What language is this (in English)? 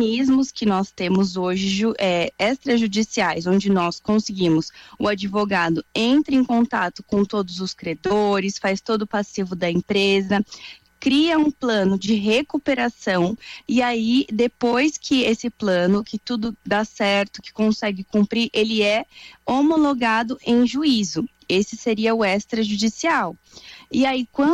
Portuguese